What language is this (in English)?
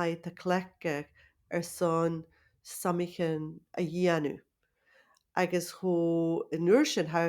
Scottish Gaelic